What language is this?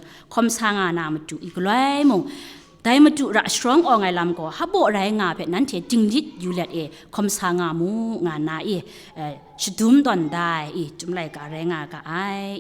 Kachin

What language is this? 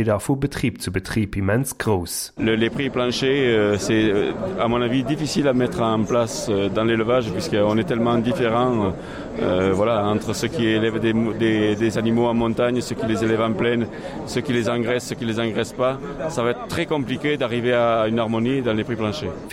Luxembourgish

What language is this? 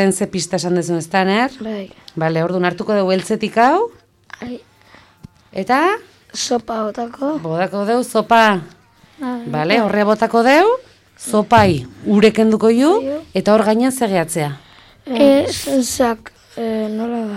Basque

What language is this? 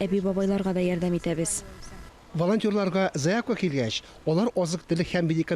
Tatar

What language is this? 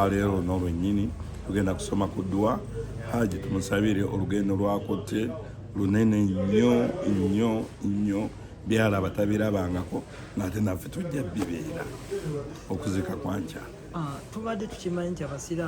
Ganda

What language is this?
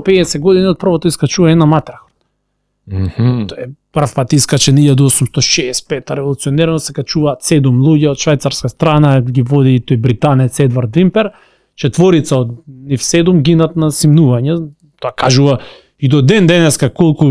Macedonian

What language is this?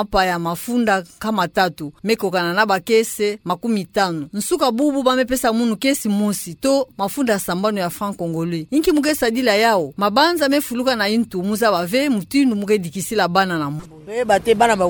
Kituba (Democratic Republic of Congo)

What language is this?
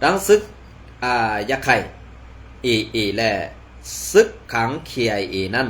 Shan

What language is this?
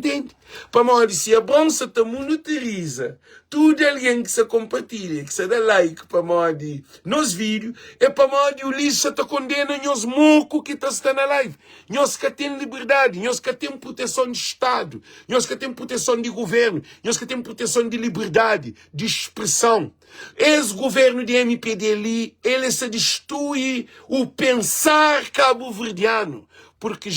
Kabuverdianu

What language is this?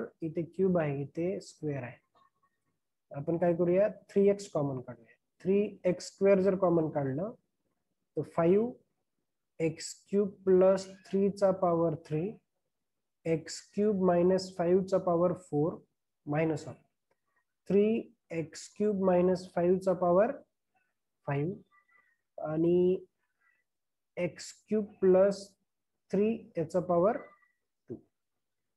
Marathi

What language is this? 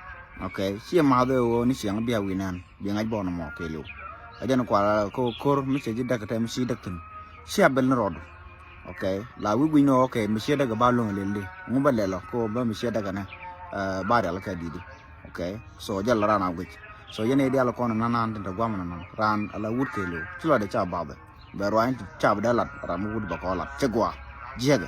Nuer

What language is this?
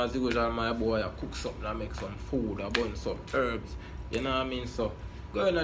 Jamaican Creole English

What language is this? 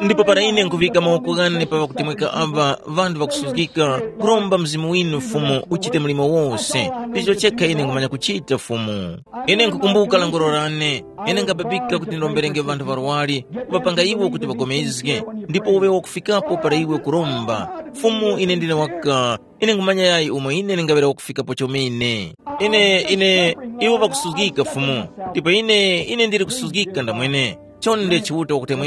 Tumbuka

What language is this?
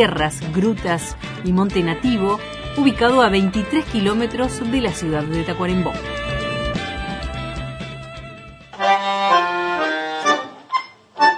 Spanish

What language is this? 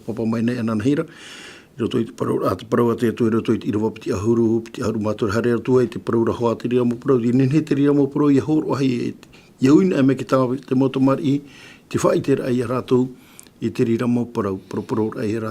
Tahitian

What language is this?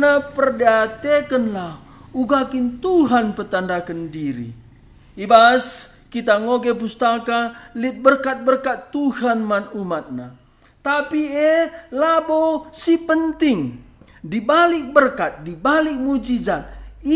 Batak Karo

